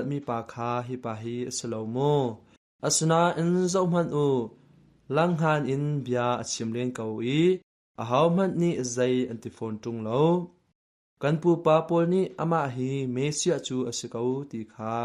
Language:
Hakha Chin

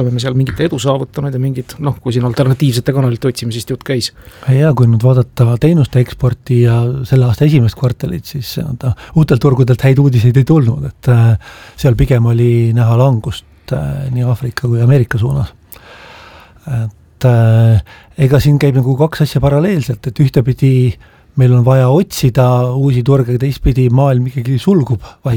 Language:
Estonian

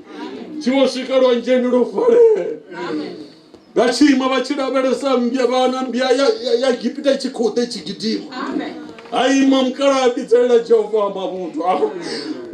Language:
Venda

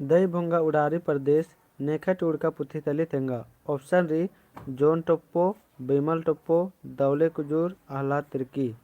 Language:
Kurukh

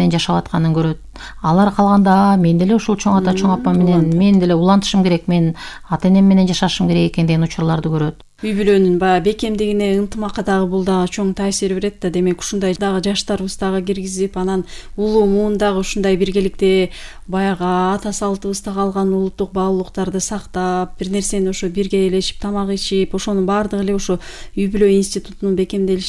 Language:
Kyrgyz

